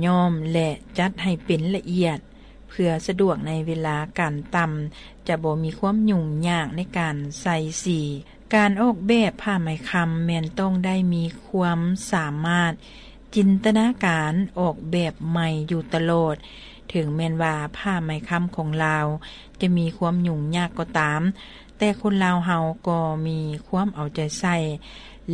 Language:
Lao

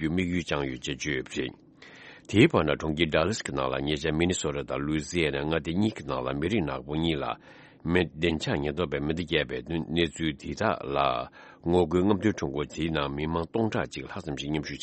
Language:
Tibetan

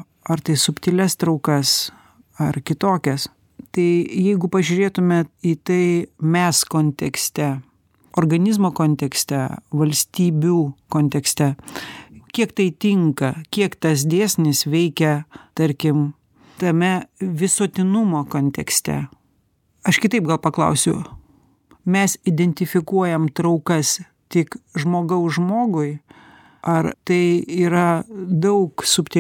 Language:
Lithuanian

